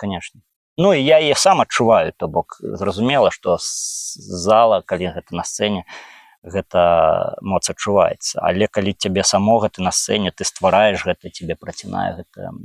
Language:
Belarusian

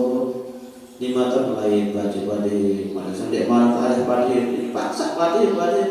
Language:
Sasak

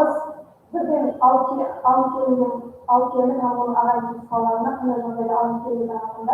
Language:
Kara-Kalpak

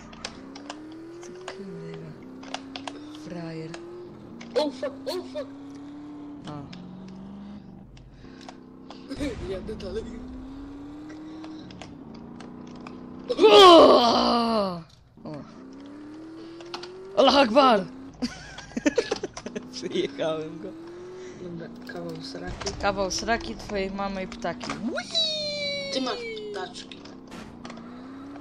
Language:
Polish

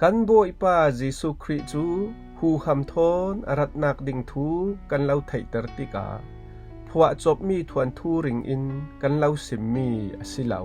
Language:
Falam Chin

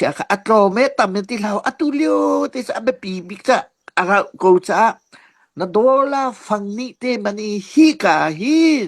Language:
Hakha Chin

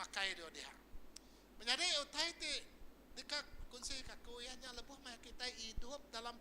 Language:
Iban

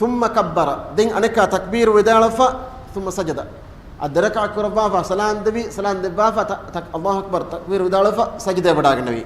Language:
Divehi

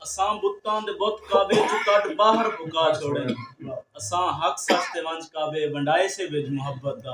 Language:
Saraiki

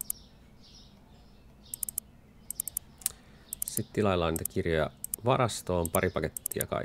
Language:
Finnish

